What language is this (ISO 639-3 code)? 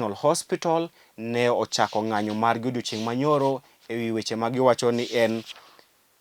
luo